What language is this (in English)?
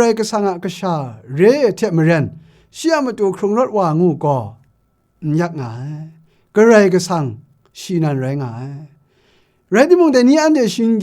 Kachin